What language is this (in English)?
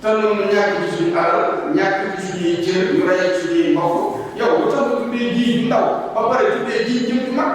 Wolof